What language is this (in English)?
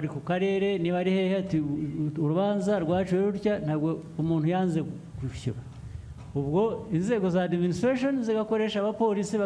Kinyarwanda